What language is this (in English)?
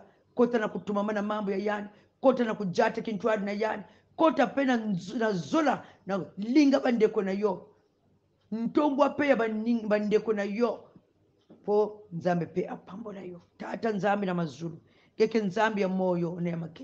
Kongo